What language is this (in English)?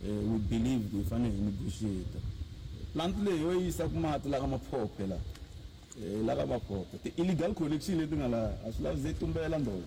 Tsonga